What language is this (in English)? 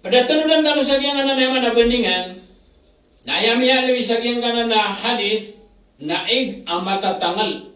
Maranao